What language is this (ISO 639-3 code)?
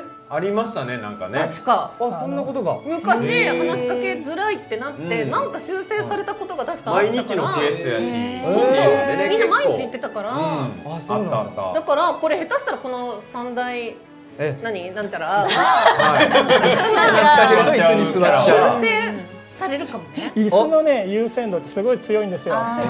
jpn